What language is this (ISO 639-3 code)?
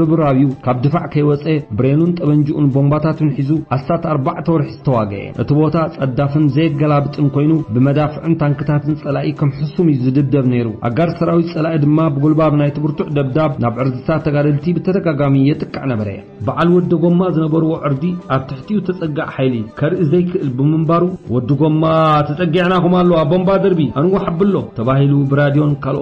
tir